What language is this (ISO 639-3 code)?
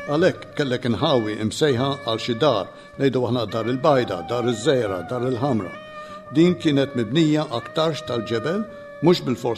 mlt